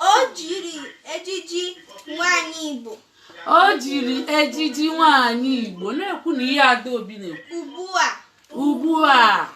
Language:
Igbo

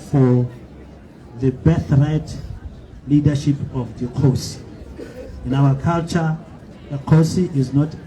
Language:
Tswana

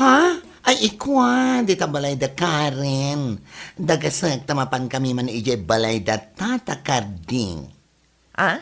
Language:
Iloko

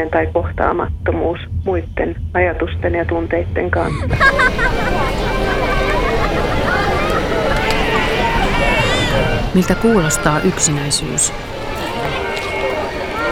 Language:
Finnish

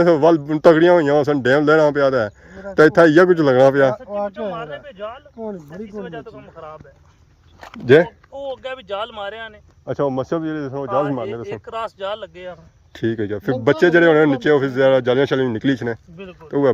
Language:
Pahari-Potwari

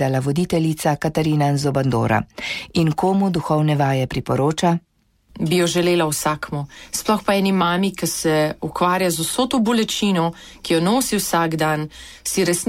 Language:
Slovenian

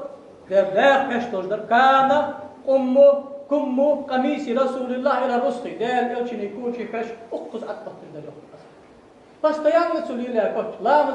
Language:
Ingush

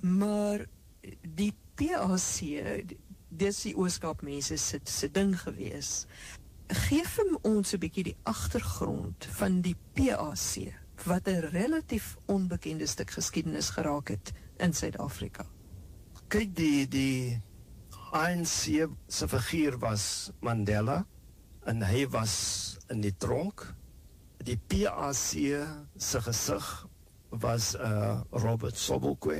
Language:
Afrikaans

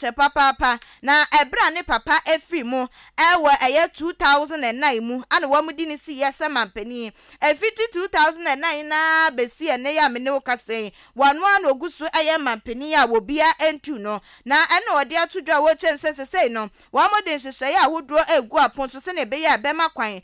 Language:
Akan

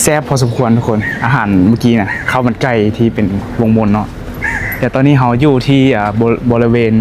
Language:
Lao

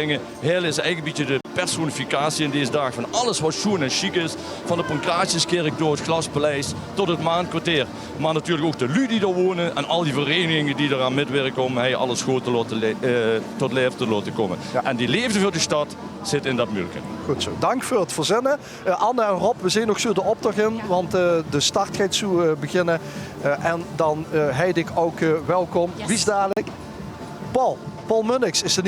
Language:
Limburgish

